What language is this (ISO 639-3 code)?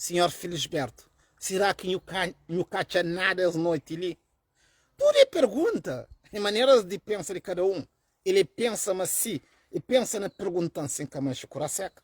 kea